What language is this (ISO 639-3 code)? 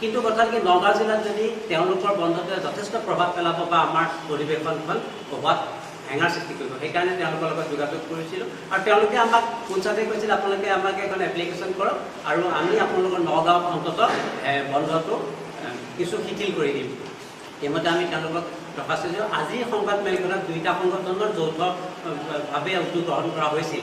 asm